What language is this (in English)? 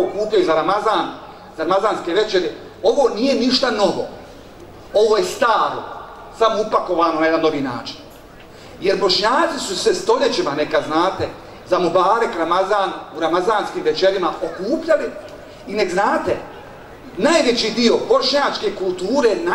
Bosnian